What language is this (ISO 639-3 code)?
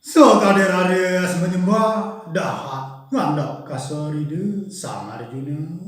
ban